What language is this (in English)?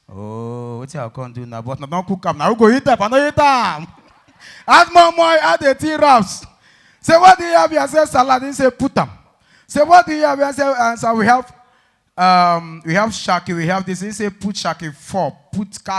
Nigerian Pidgin